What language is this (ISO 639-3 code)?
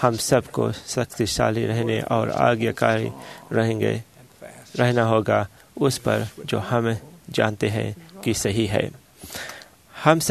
hin